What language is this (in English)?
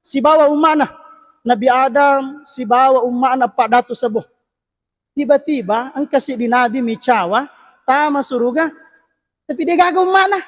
Buginese